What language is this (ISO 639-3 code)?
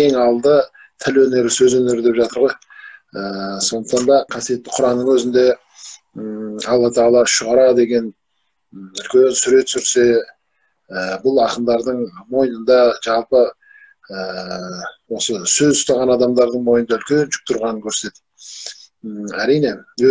kaz